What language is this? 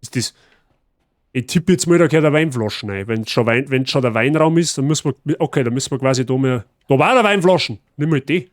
Bavarian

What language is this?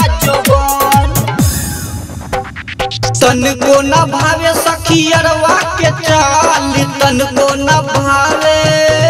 Bhojpuri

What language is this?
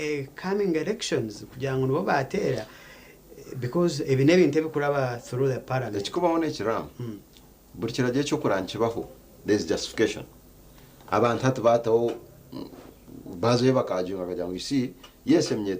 Nyankole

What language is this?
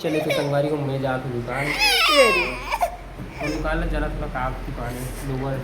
Chhattisgarhi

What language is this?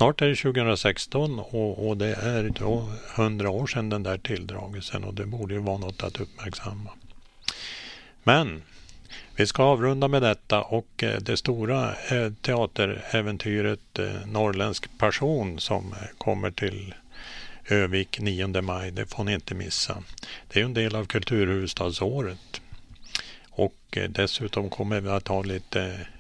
Swedish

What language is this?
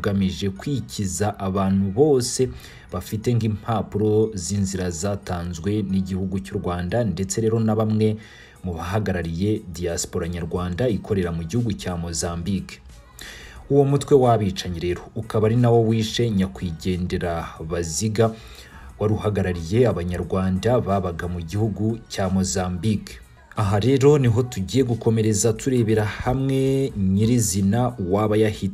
Kinyarwanda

